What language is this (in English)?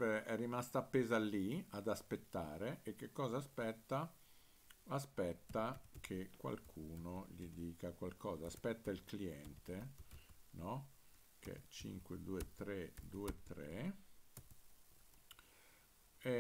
Italian